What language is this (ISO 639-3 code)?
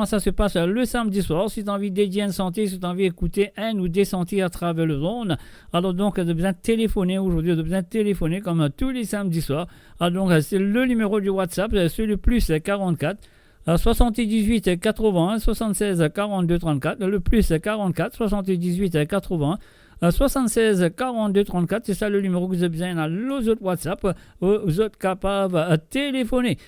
mfe